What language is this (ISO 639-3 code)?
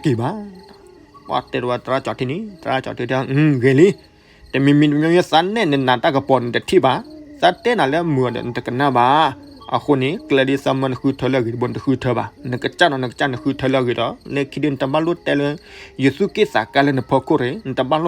ksw